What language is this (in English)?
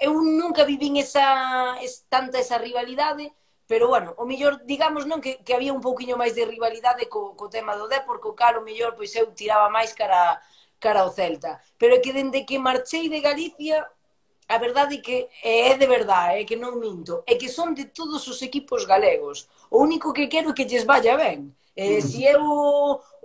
Galician